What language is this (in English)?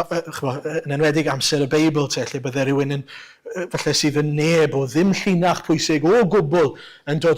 Welsh